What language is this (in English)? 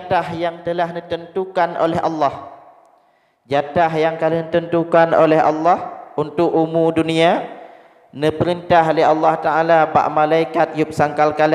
Achinese